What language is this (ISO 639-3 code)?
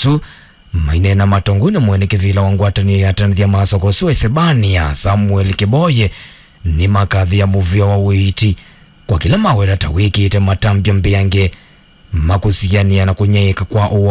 kam